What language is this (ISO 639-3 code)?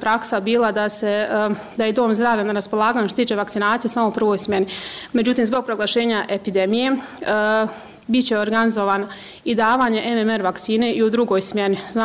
bos